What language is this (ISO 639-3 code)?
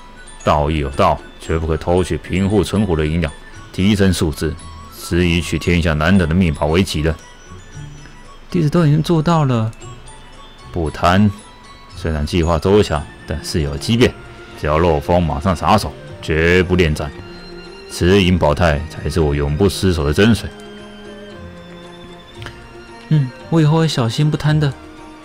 zho